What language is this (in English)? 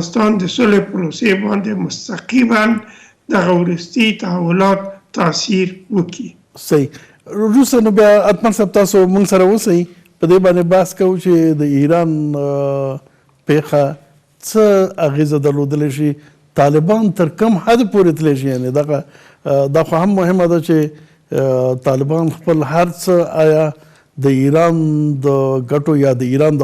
Pashto